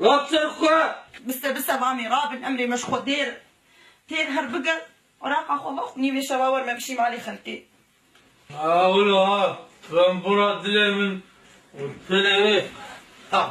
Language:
Kurdish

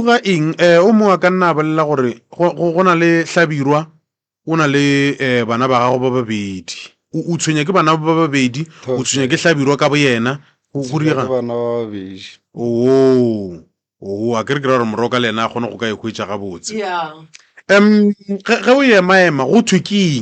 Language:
Northern Sotho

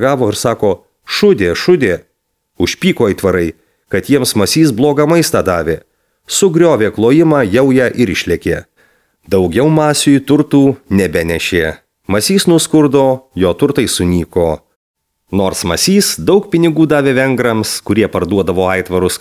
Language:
Lithuanian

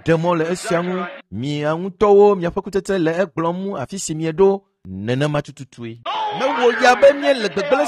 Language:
Ewe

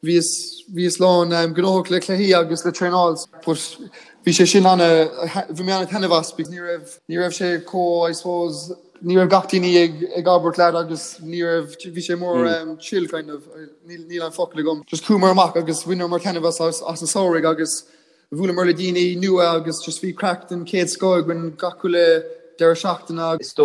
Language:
Irish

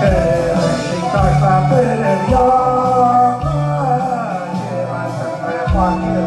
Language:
Tatar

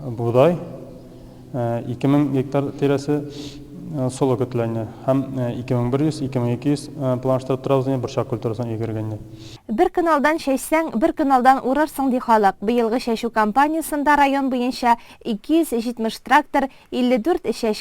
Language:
Tatar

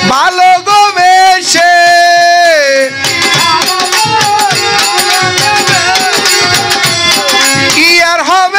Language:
Bangla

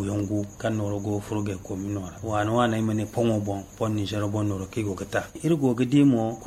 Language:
Zarma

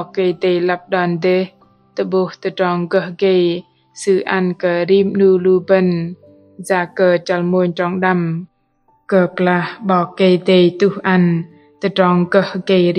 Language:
Bahnar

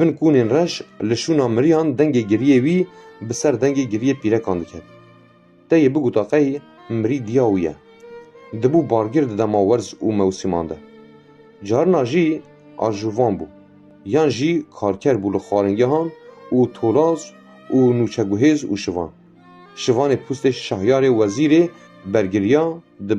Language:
Kurdish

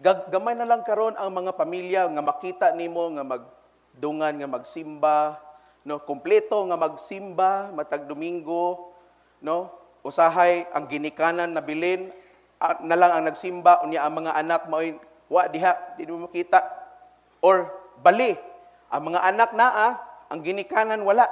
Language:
Cebuano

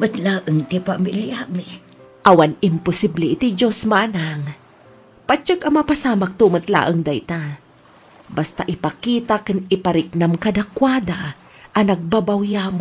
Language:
Iloko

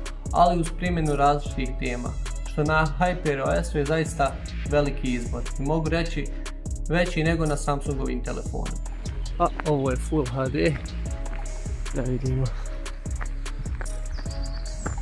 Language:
Bosnian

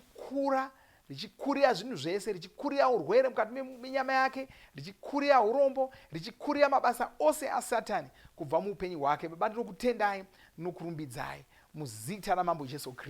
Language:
Shona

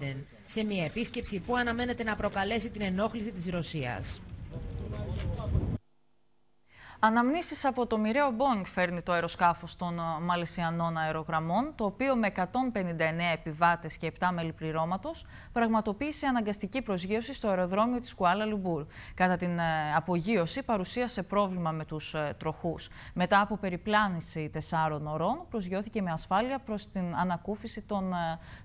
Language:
Greek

